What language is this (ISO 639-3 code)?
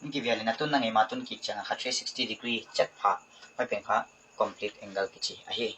pck